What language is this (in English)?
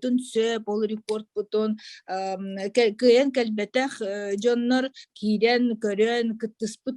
Yakut